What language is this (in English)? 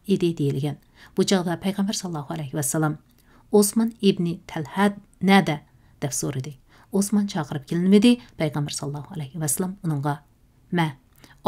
Uyghur